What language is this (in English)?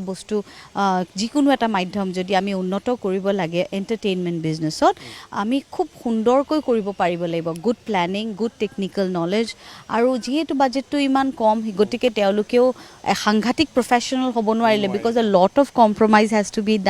Assamese